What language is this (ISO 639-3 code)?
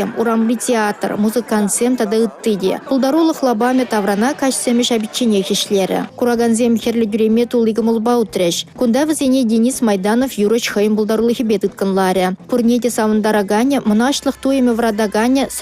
chv